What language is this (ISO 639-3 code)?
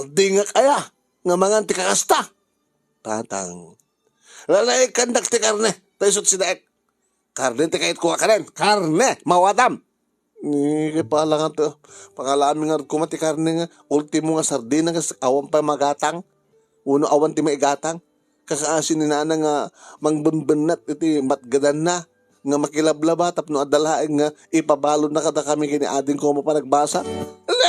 ilo